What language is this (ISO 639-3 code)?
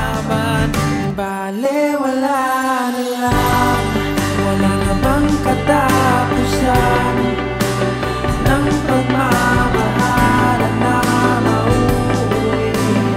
fil